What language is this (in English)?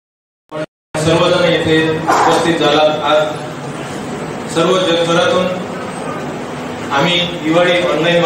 Marathi